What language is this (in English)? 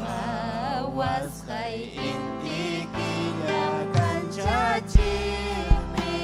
Ayacucho Quechua